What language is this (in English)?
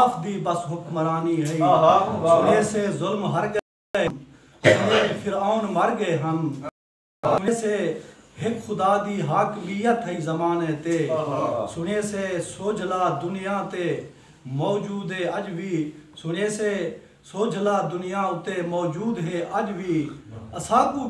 Saraiki